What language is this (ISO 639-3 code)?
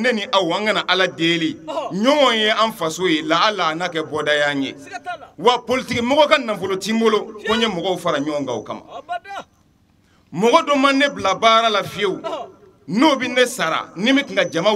bam